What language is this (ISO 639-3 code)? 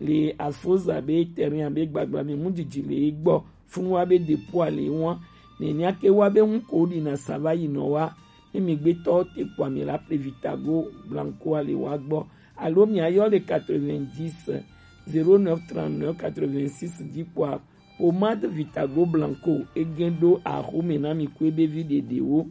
gej